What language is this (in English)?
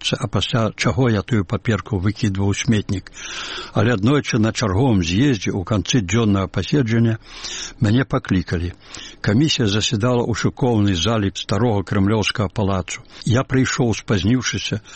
Belarusian